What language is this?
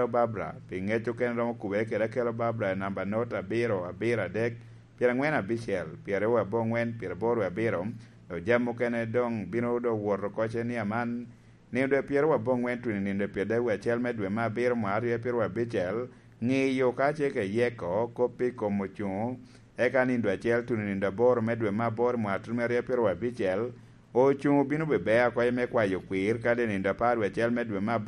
Lango (Uganda)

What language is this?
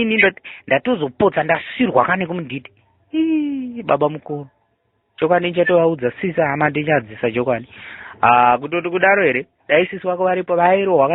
Shona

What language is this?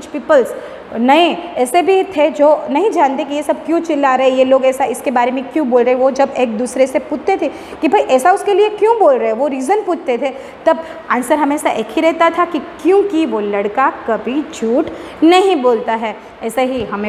Hindi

